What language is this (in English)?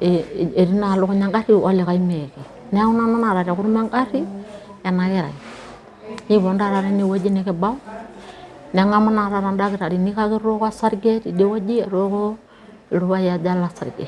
Masai